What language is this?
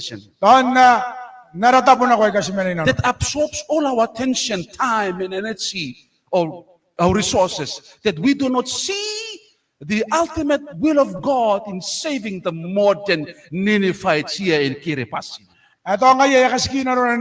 Gilbertese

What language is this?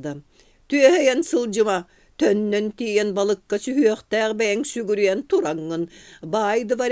Yakut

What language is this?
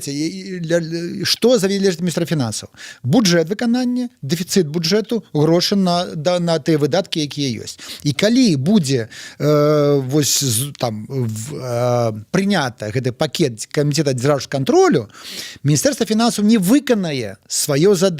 Belarusian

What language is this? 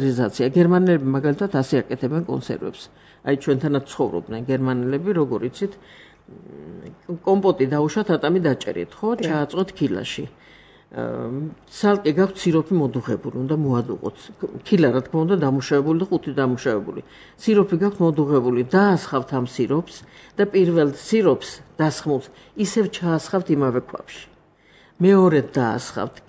Georgian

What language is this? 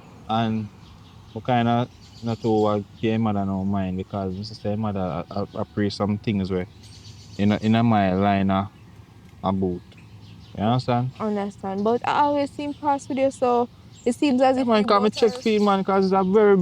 Jamaican Creole English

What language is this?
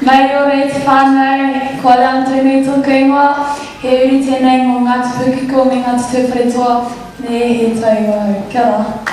Māori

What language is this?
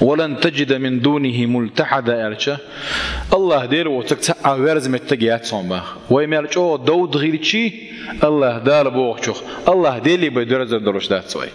Chechen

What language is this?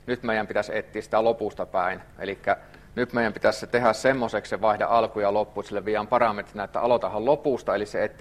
Finnish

